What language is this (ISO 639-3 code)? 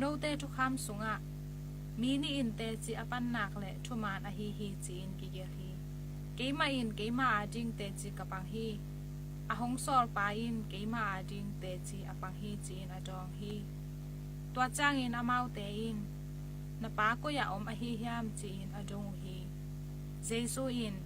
ctd